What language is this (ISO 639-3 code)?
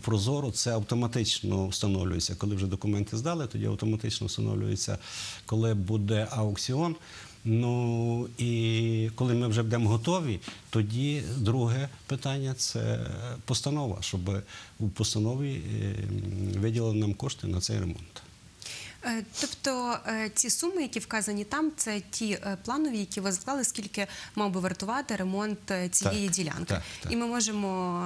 ukr